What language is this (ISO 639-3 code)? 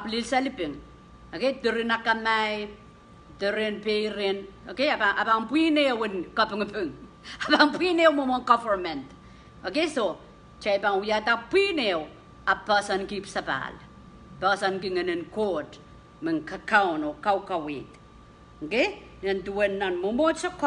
pon